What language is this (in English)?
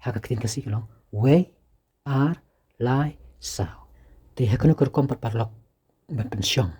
Khasi